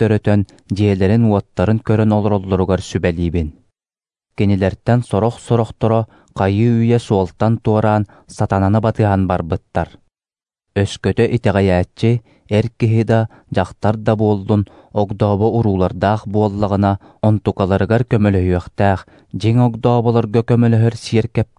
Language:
Yakut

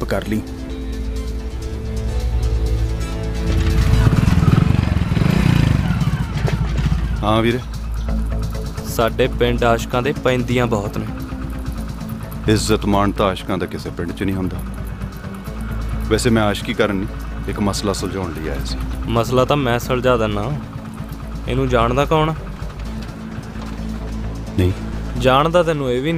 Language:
Punjabi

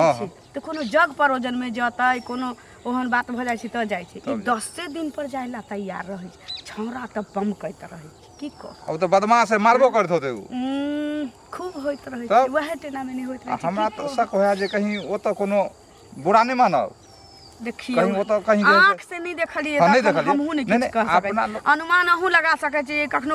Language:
Maithili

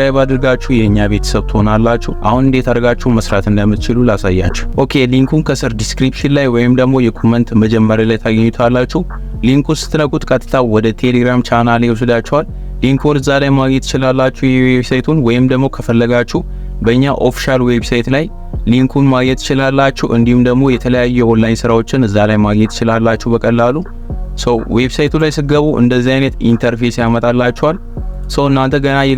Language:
Amharic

